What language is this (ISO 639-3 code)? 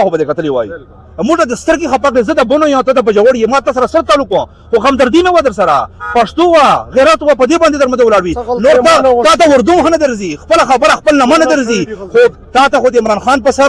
pus